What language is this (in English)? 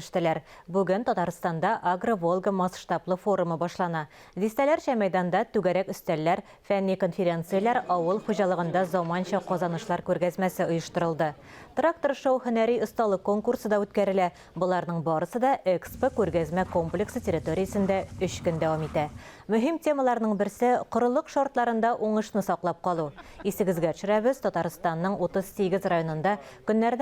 Tatar